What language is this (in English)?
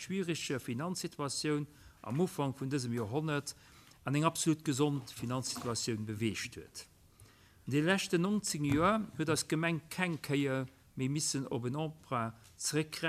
Luxembourgish